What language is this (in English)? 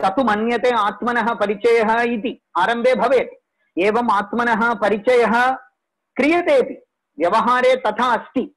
Sanskrit